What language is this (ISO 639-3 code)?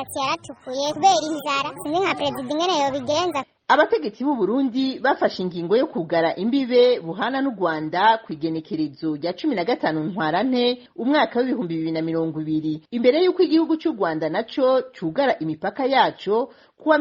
run